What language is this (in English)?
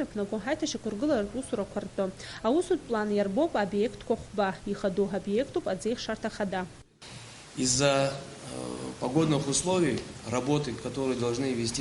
Abkhazian